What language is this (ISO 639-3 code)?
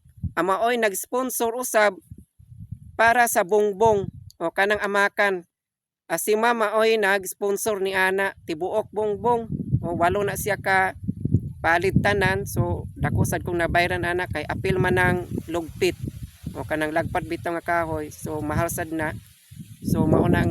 ceb